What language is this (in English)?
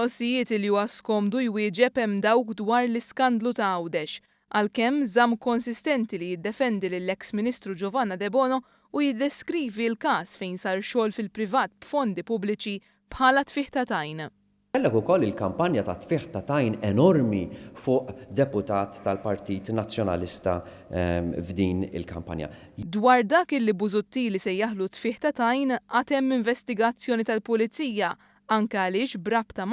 Maltese